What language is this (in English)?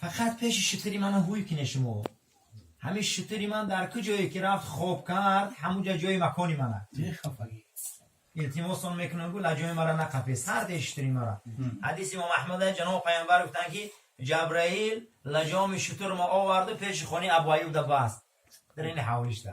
Tajik